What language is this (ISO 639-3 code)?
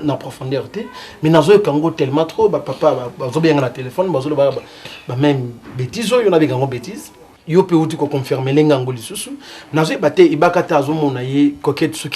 lin